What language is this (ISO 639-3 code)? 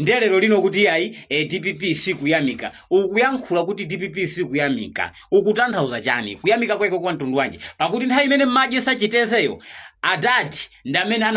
nya